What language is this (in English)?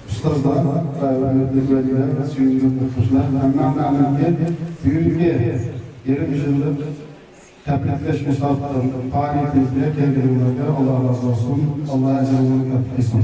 Uyghur